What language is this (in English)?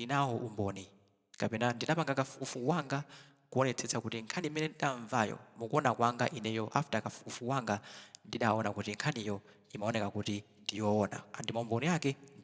Nyanja